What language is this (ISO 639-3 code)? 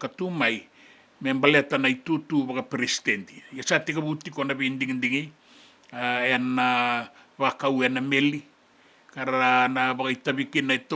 fij